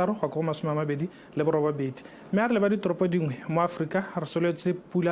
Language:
Tswana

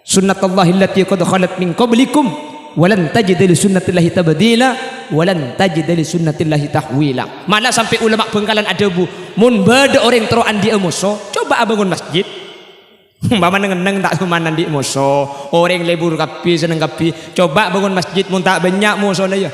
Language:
Madurese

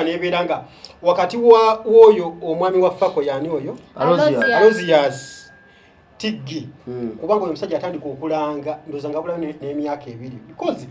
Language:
Ganda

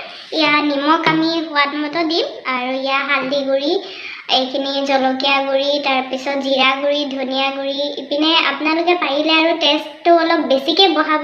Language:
Assamese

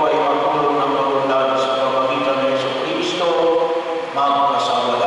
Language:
Filipino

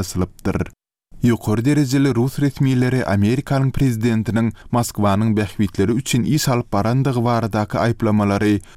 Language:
Turkmen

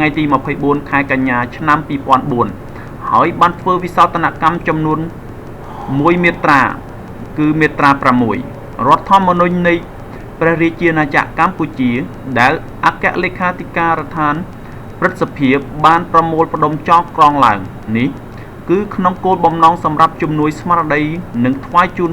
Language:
Khmer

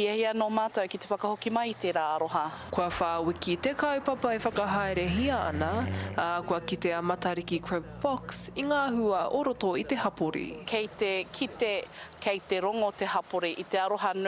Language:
Māori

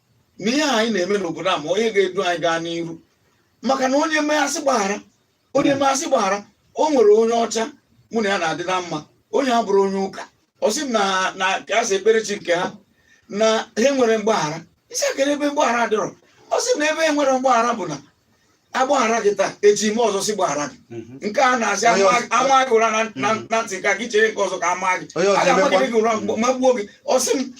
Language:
Igbo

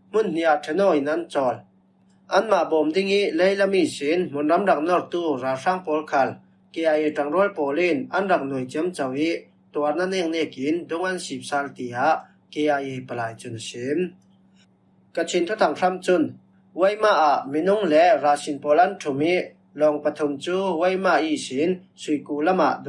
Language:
Falam Chin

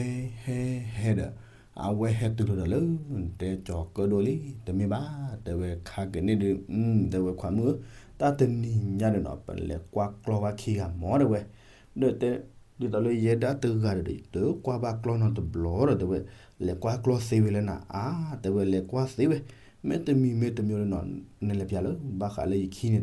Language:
S'gaw Karen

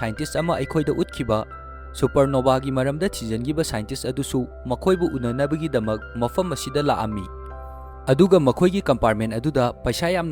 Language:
Manipuri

